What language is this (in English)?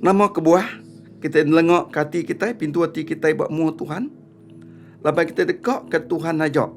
Iban